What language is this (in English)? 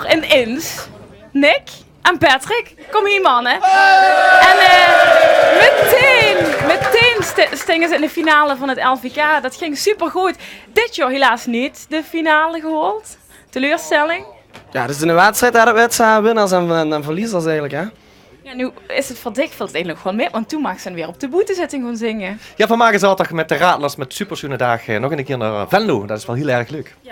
Limburgish